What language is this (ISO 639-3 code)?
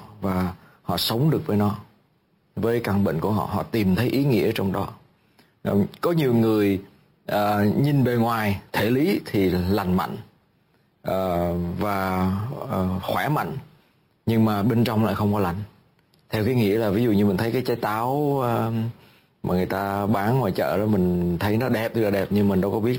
vie